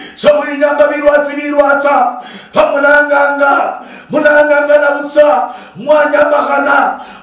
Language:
Luyia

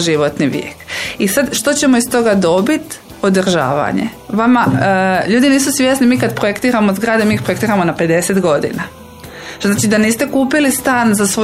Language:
Croatian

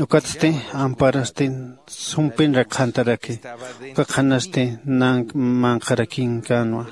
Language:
Aymara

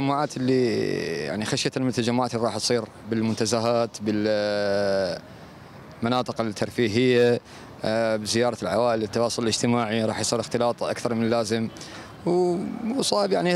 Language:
Mesopotamian Arabic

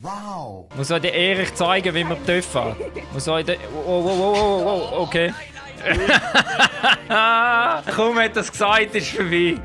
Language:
Swiss German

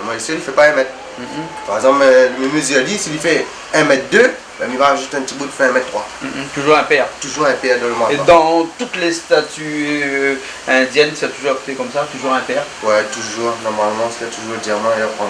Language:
Réunion Creole French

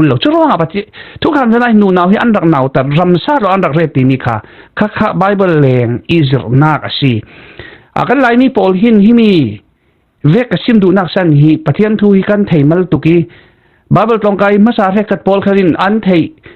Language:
Falam Chin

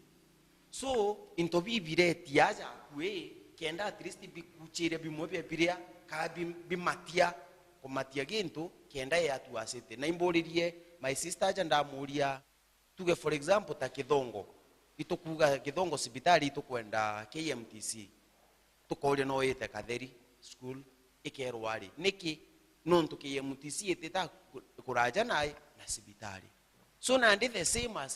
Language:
Meru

